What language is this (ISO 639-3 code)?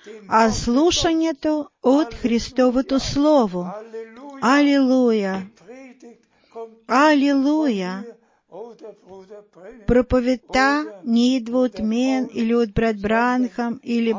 bul